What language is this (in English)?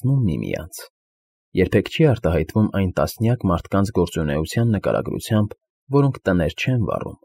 Armenian